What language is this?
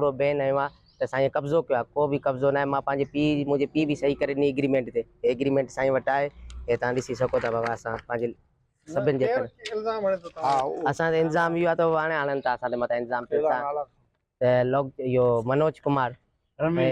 Sindhi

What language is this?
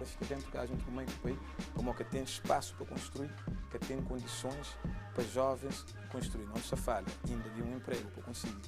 Kabuverdianu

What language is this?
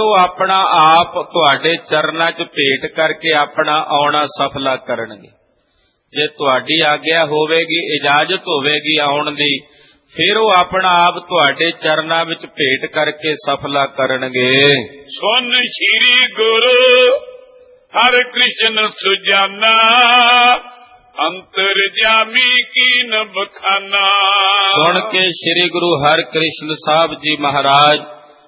Punjabi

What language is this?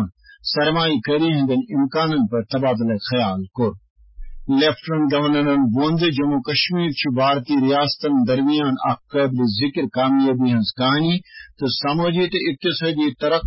Kashmiri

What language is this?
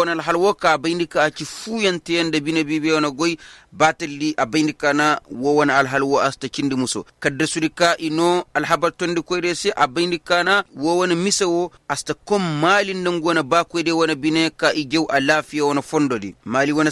Koyraboro Senni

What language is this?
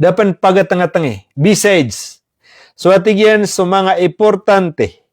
Maranao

